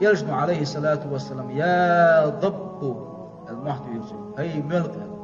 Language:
Chechen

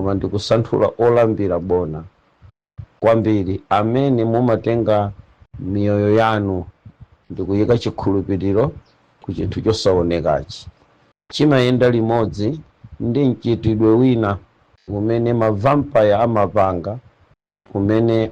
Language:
Nyanja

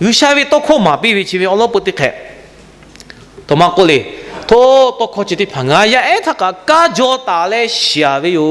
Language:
Lahu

